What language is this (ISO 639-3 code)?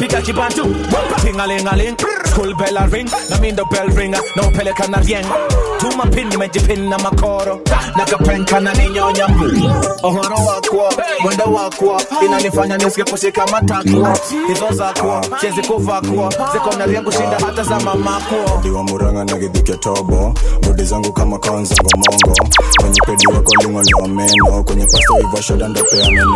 swa